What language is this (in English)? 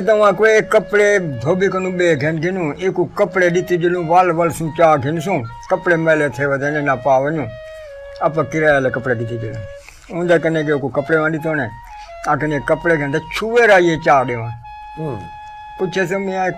Saraiki